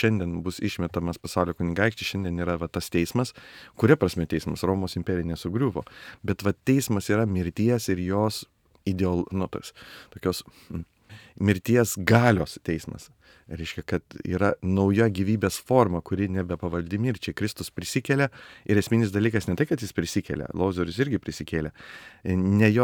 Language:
Lithuanian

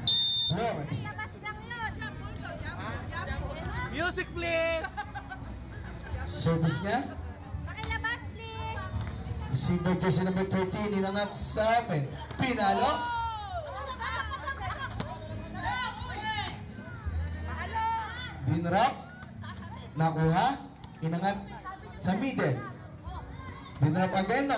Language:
Filipino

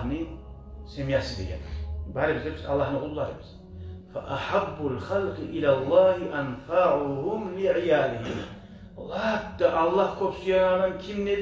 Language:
Kumyk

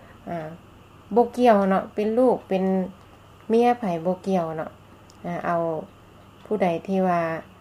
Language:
Lao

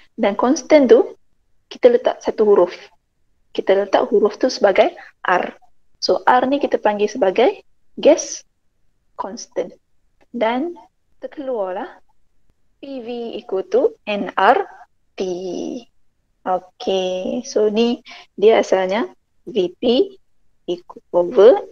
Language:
Malay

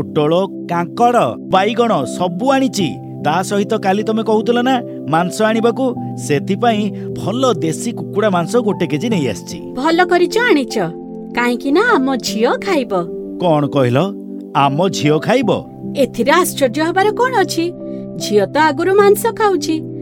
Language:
Odia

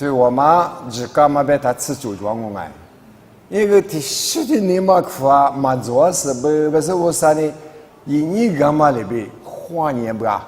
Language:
Lisu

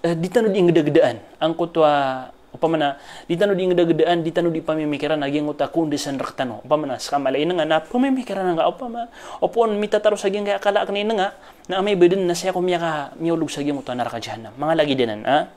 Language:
Maranao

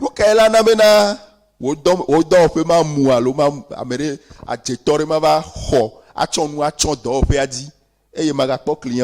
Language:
Ewe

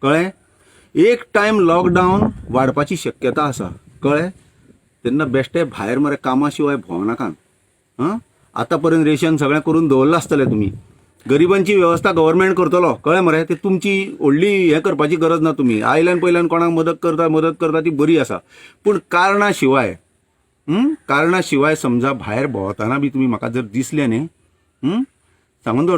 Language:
Konkani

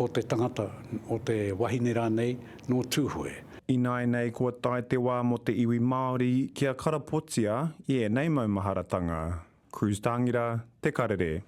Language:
Māori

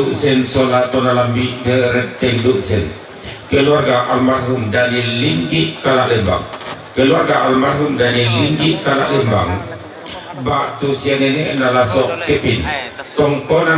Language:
Toraja-Sa'dan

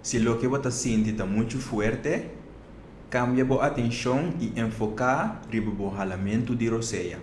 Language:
Papiamento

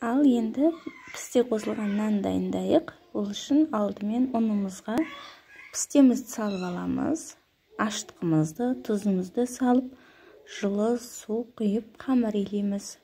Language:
Kazakh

